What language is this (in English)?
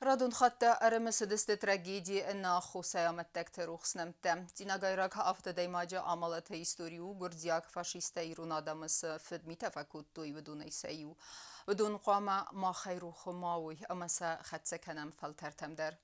Ossetic